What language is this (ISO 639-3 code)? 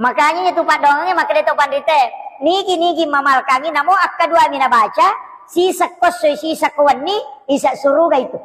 bug